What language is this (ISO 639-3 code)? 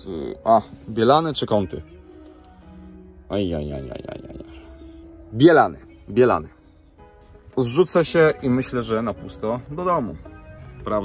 pol